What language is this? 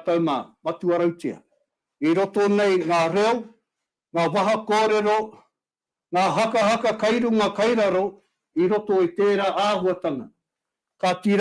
Māori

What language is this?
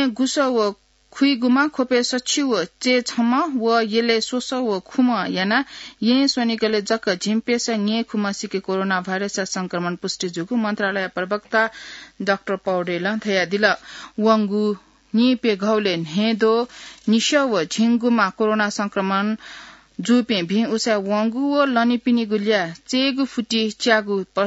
Newari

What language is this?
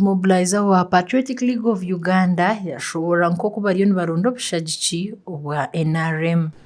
Nyankole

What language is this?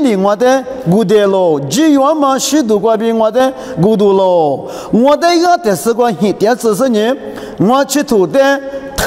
Lisu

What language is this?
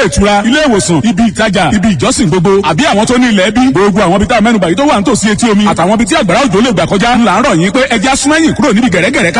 Yoruba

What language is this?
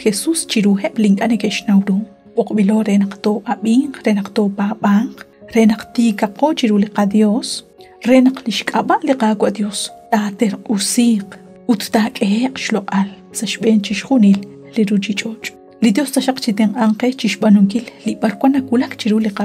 Kekchí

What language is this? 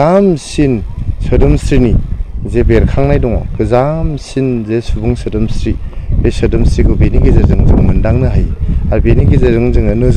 Bodo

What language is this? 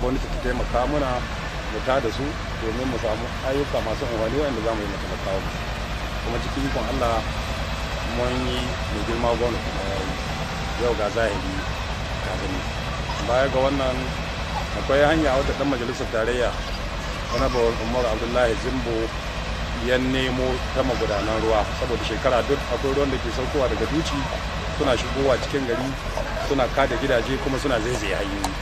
Hausa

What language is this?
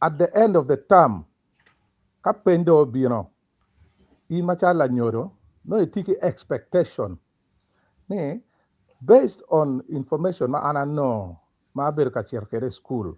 Acoli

